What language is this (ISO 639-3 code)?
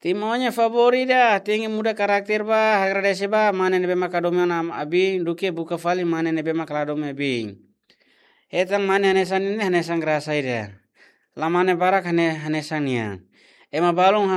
tet